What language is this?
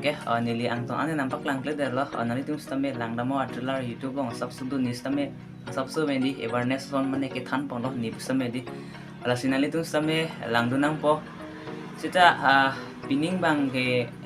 Karbi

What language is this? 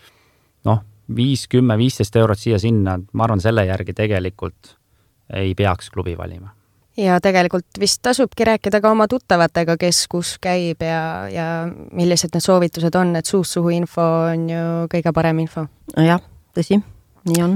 Estonian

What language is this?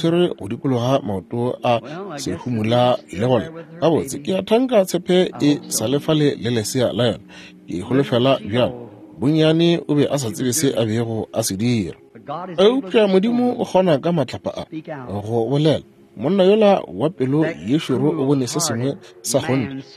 Northern Sotho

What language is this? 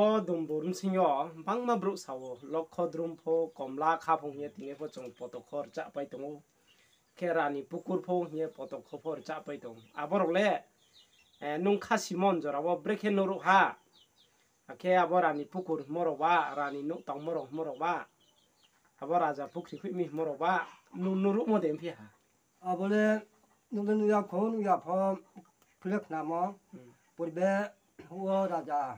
Riang (India)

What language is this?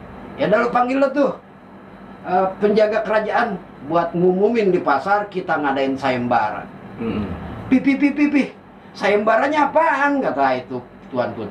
Betawi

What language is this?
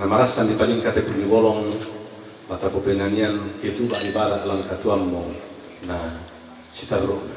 Toraja-Sa'dan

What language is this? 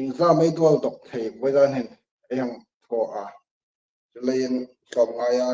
Hmar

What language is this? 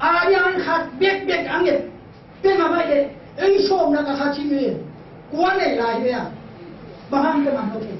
Tedim Chin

